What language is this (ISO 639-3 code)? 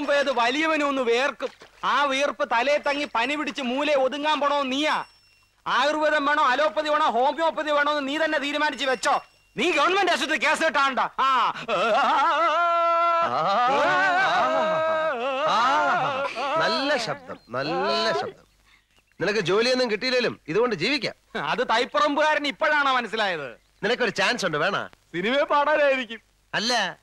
mal